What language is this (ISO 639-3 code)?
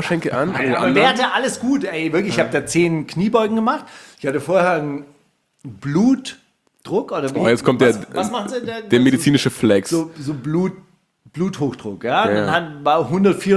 deu